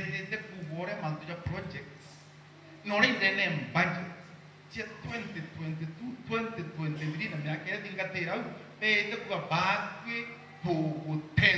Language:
Meru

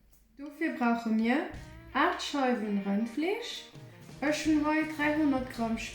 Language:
Luxembourgish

